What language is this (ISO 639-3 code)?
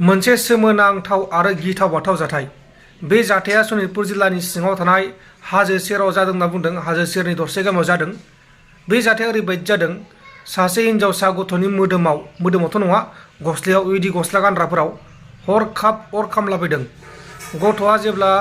brx